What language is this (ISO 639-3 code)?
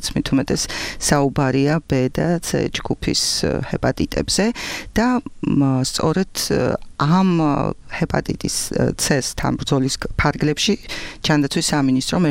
kat